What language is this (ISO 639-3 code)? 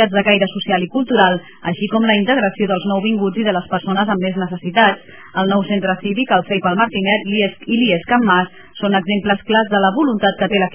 cat